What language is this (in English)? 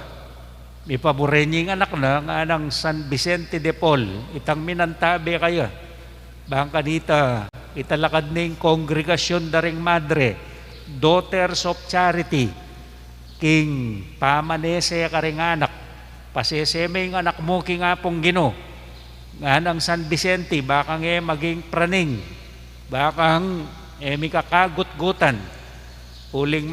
Pampanga